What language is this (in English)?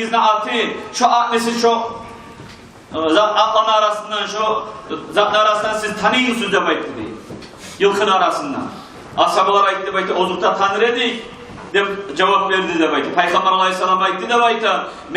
Kumyk